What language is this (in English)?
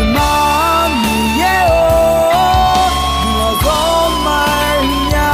Akha